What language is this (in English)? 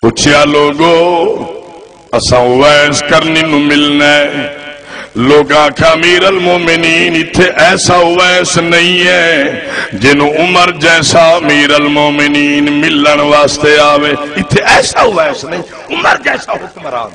Saraiki